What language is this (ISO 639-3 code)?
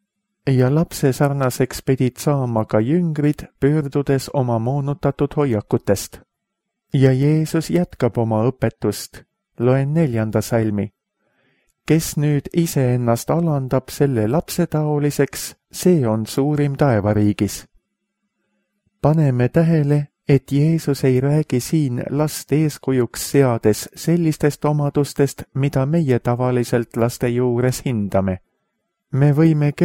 est